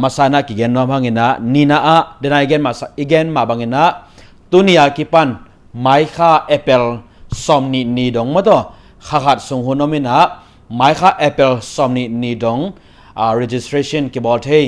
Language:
Tedim Chin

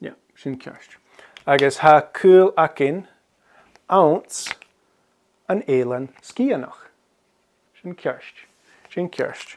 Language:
Scottish Gaelic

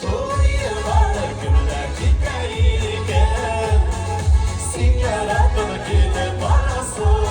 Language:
Bashkir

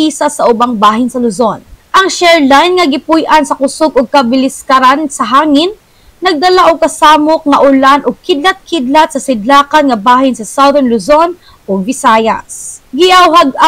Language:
Cebuano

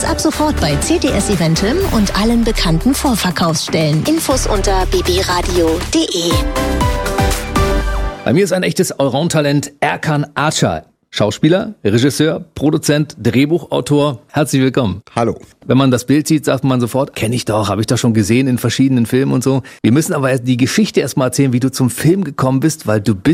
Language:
German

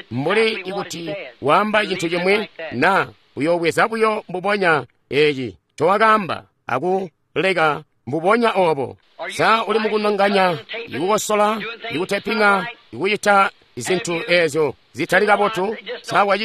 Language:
Tonga (Zambia)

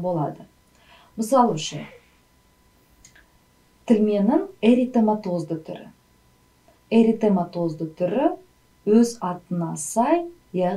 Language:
Kazakh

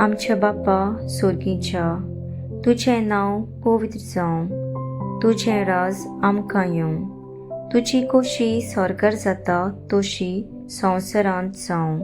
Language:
Konkani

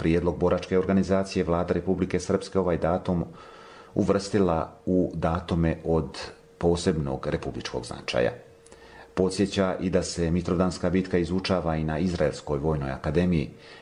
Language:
Bosnian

